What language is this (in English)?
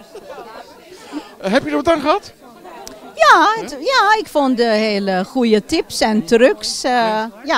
Dutch